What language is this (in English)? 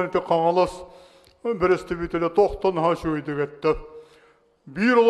Yakut